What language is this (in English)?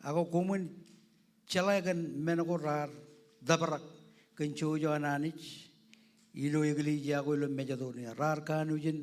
Marshallese